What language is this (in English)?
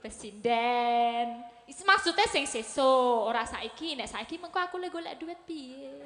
Javanese